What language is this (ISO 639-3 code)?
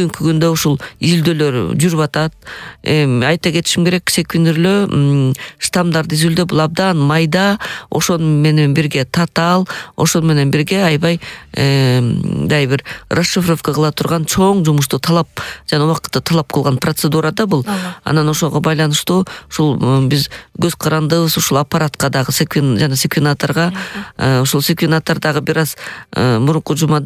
kir